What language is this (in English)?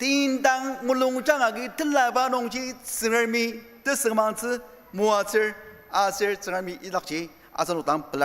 Ao Naga